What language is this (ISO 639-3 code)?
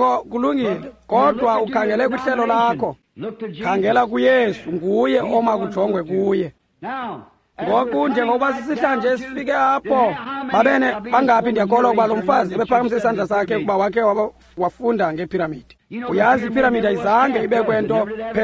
xho